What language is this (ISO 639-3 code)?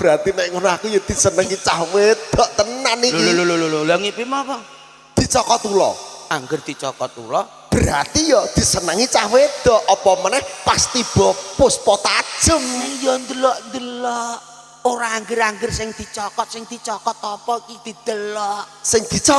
jav